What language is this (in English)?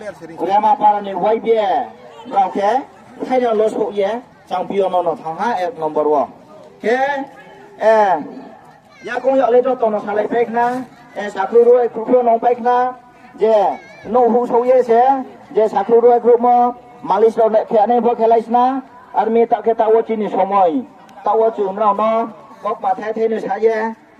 Riang (India)